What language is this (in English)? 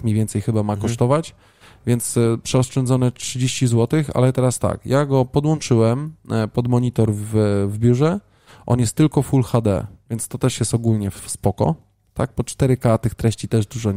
Polish